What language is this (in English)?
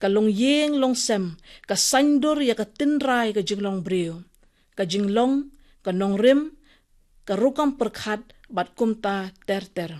Khasi